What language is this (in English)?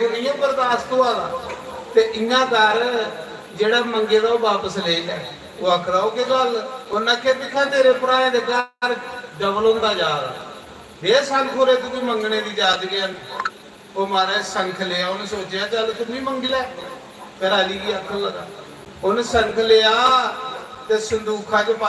Dogri